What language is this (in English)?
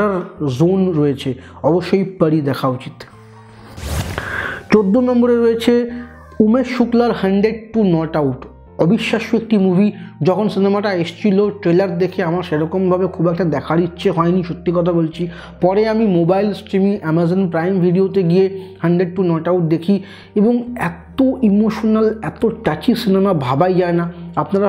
Bangla